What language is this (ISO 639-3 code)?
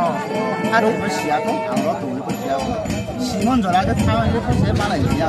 ria